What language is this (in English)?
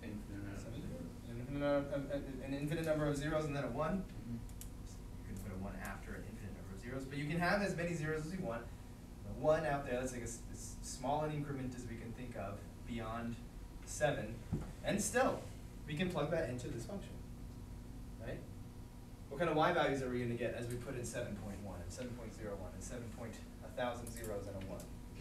English